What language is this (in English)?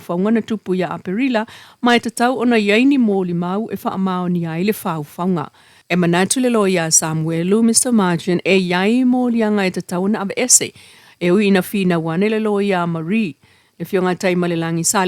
Samoan